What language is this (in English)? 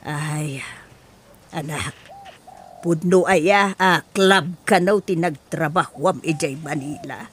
Iloko